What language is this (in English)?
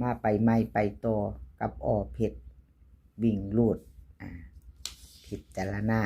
Northeastern Thai